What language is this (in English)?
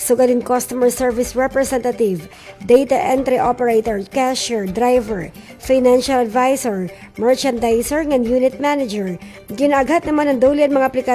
Waray